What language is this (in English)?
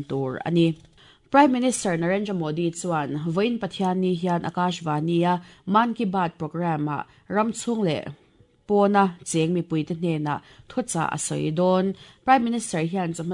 Mizo